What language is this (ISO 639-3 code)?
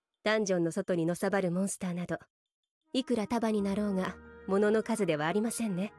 jpn